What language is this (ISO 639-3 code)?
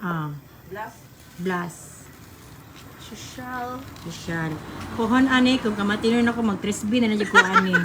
ceb